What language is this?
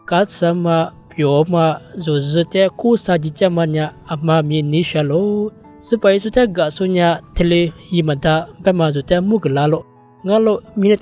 Lisu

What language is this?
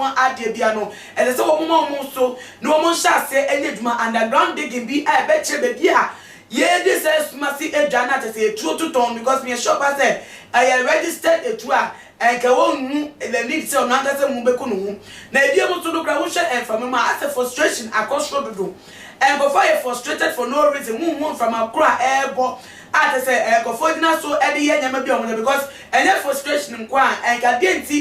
Akan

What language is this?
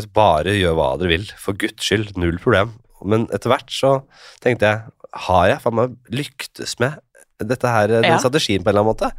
Norwegian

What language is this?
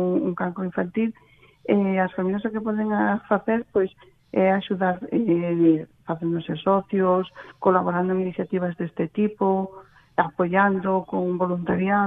Galician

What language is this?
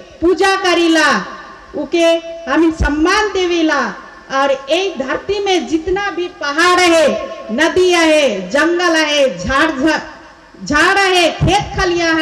Sadri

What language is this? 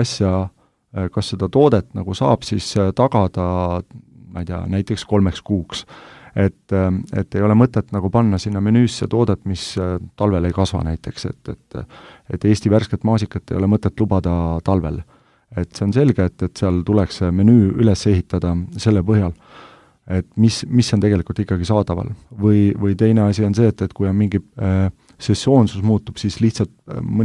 Estonian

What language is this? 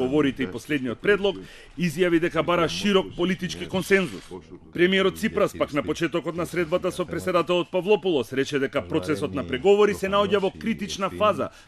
Macedonian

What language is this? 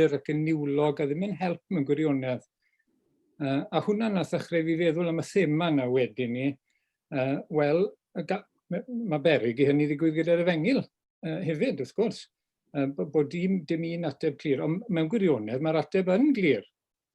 Welsh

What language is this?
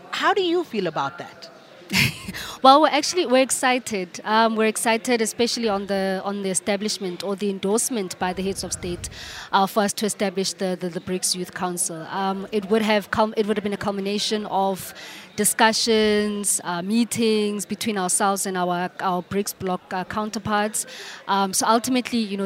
English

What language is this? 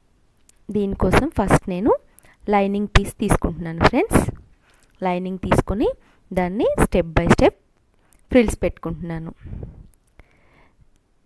Telugu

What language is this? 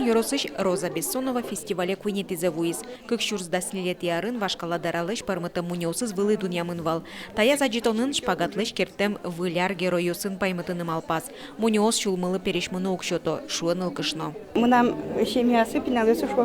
Udmurt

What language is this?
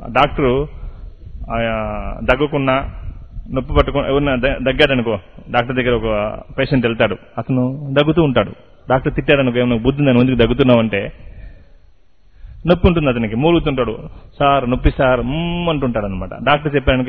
Telugu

